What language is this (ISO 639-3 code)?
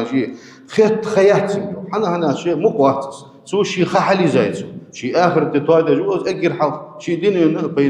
inh